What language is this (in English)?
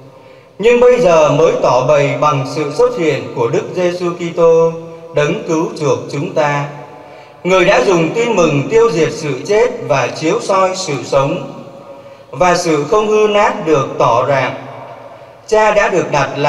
Vietnamese